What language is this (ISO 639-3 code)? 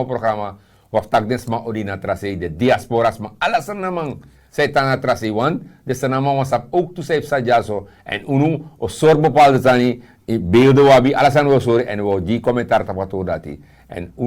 srn